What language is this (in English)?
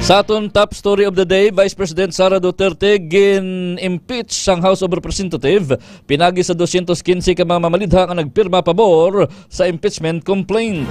Hiligaynon